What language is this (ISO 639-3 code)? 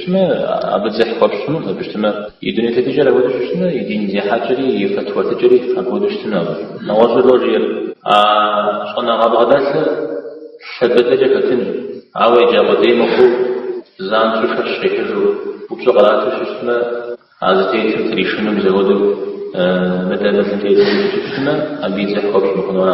kbd